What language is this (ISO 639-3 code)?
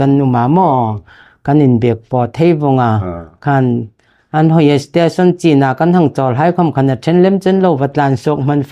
hmr